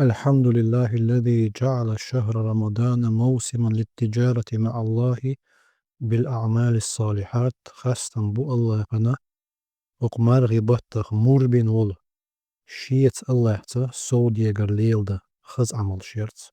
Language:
Chechen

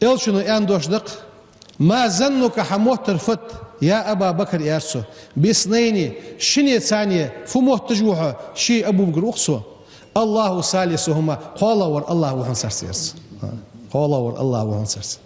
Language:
Ingush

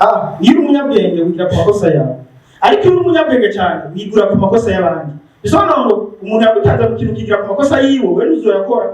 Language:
Rundi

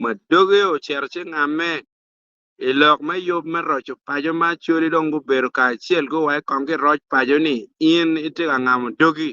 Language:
Acoli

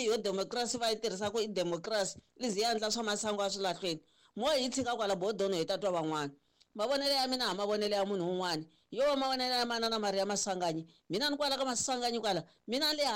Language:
Tsonga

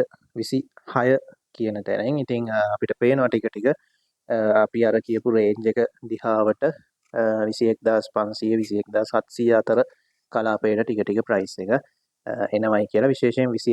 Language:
Sinhala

